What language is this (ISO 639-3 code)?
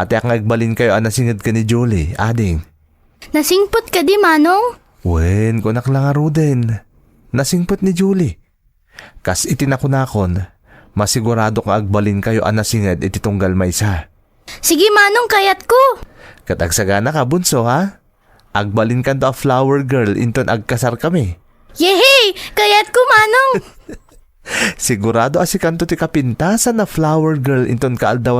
ilo